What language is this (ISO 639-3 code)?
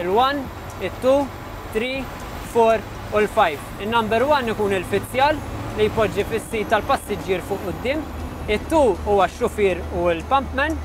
mlt